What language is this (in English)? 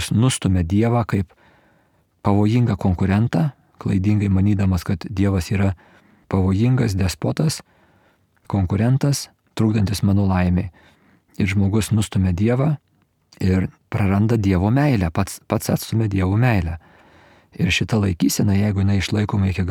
Lithuanian